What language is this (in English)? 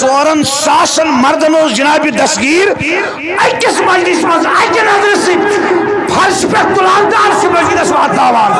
Kashmiri